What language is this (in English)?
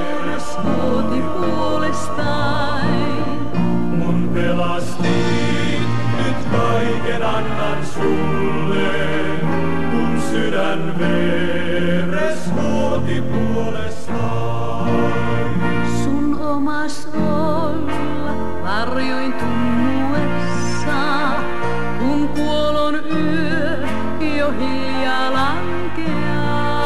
Finnish